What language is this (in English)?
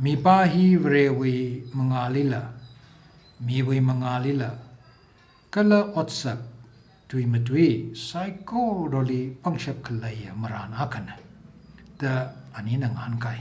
Tangkhul Naga (India)